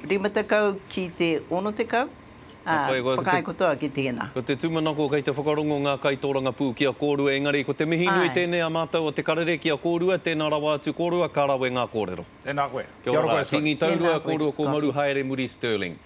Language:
Māori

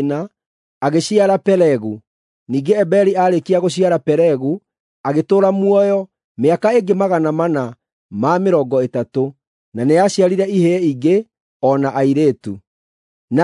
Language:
Kikuyu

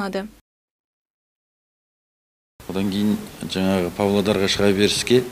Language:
Kazakh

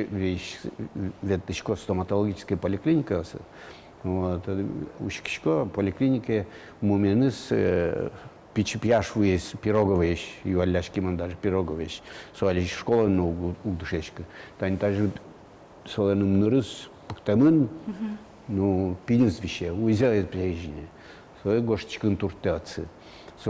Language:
Udmurt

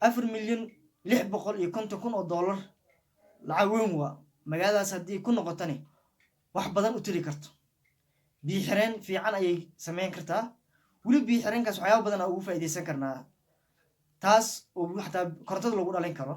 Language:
Somali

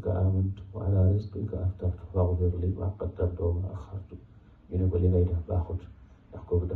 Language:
Wolof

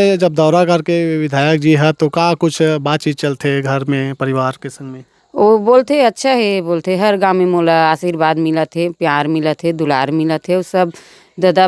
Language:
Chhattisgarhi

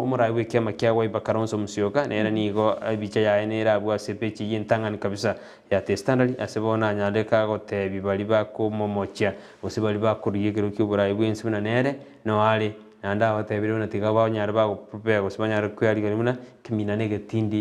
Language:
Gusii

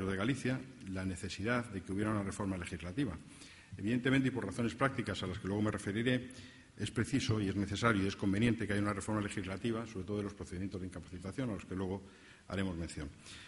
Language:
Spanish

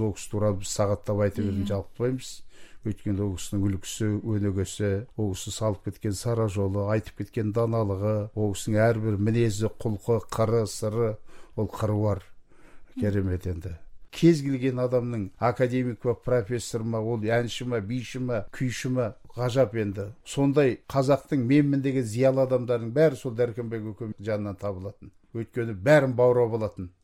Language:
Kazakh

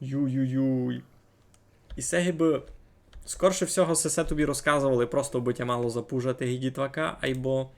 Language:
Rusyn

